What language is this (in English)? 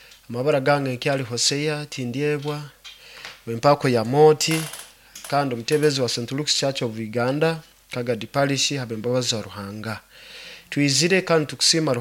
Nyoro